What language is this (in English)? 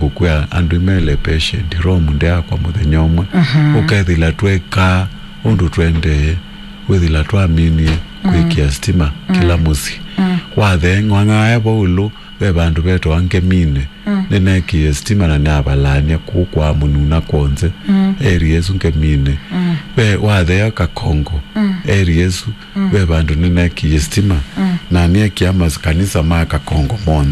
Kamba